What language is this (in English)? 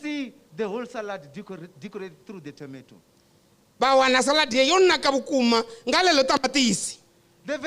Venda